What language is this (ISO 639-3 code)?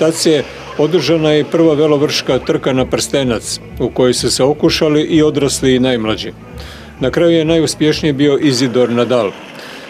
hrv